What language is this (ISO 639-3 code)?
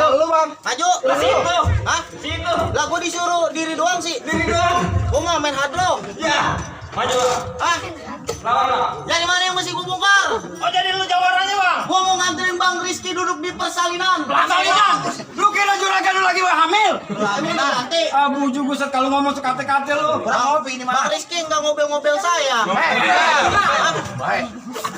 bew